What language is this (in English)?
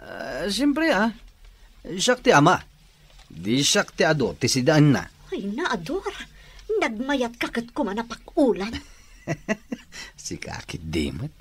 Iloko